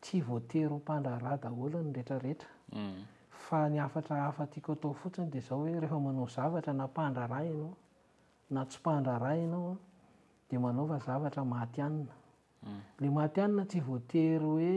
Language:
Malagasy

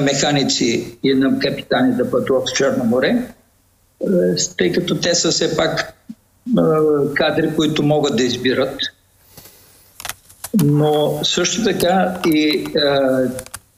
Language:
Bulgarian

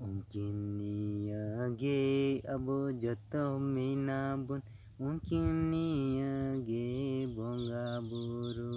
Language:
Santali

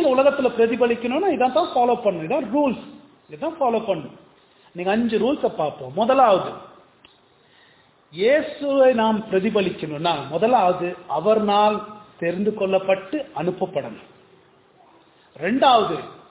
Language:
Tamil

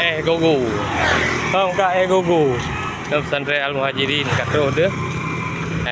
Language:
Achinese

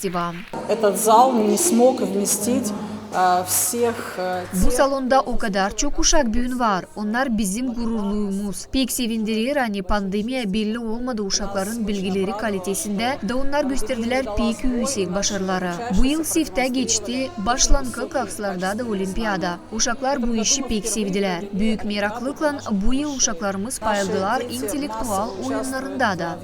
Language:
Gagauz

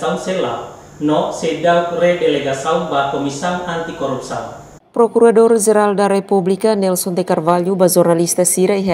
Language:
Tetum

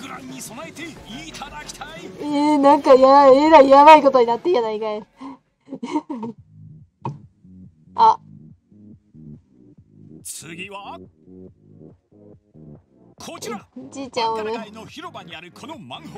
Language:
Japanese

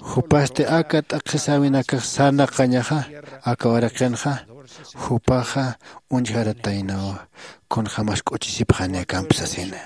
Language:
Aymara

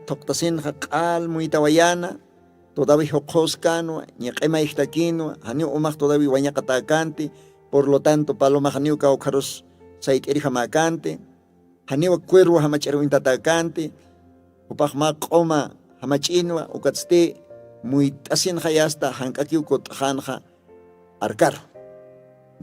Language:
Aymara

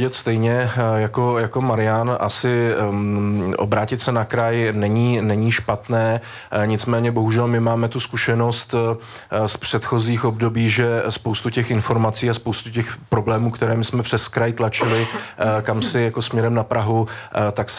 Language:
Czech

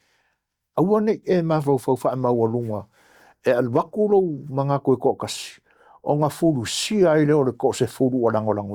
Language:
Samoan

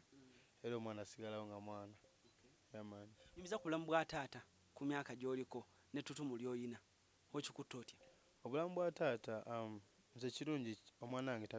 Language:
Ganda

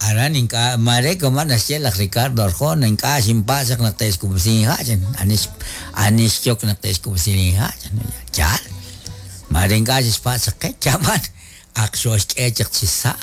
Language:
Kekchí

